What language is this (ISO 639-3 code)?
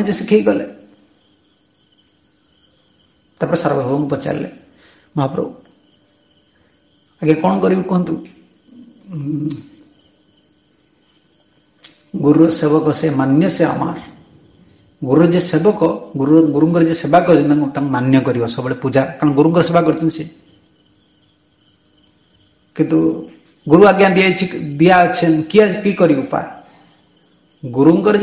ori